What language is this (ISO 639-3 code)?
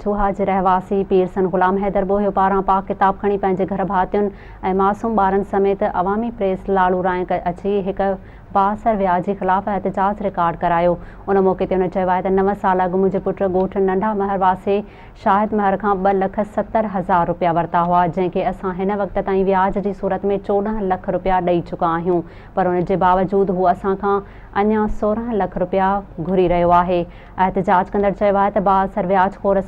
snd